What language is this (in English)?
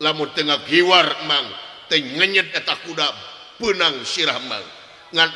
Sundanese